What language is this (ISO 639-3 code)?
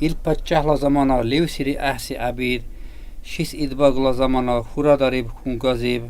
dar